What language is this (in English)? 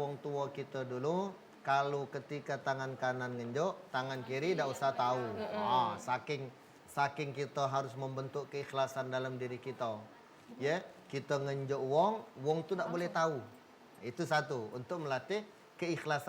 Musi